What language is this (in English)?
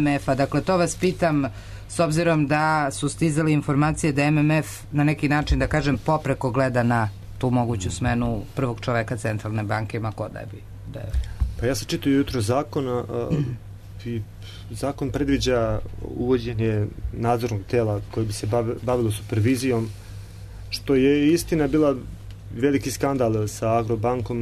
Serbian